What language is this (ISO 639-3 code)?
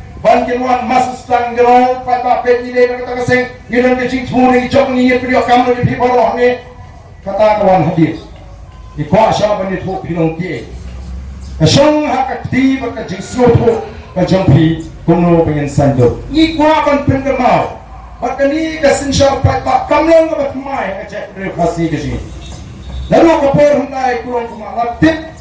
kha